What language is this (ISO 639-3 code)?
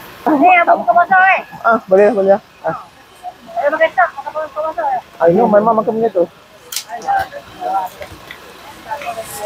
msa